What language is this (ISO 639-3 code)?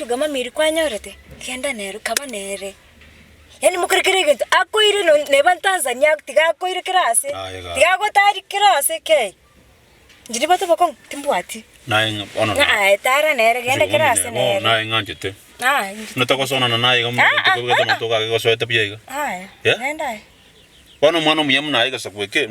guz